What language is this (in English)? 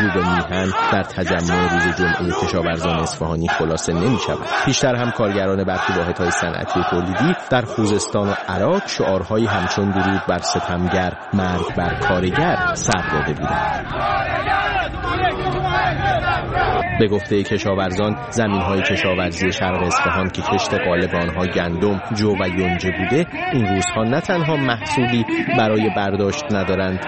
Persian